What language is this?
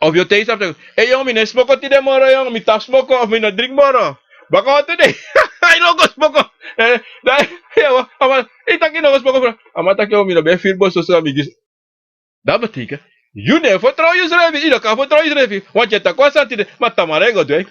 Sranan Tongo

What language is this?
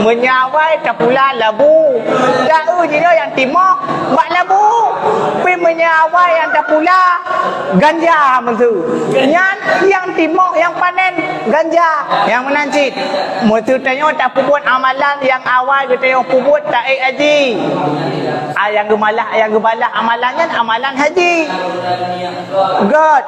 Achinese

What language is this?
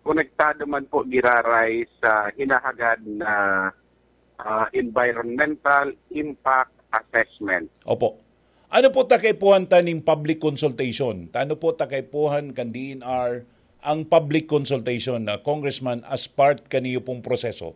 Bikol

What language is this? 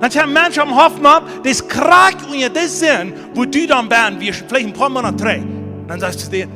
Plautdietsch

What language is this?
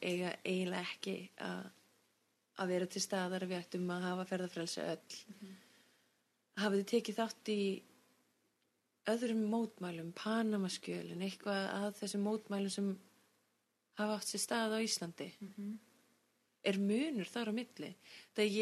Icelandic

